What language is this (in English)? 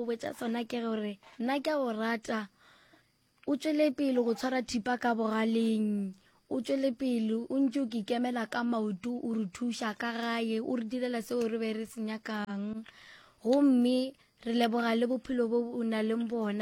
Northern Sotho